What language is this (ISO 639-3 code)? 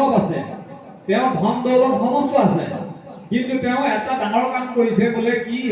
asm